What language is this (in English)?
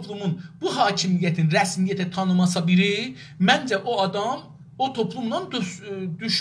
South Azerbaijani